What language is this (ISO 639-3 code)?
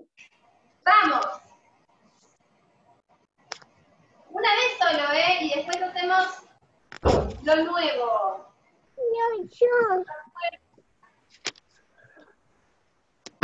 spa